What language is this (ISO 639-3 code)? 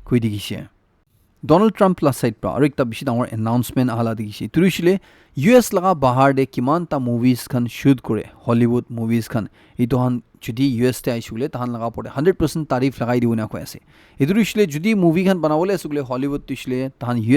nag